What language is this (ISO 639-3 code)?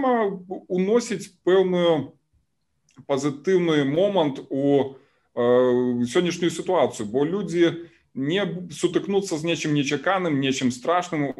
bel